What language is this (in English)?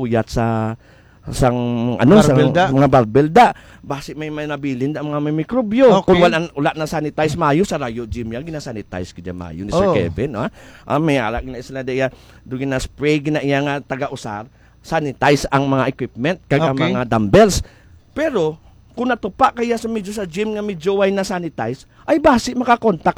Hiligaynon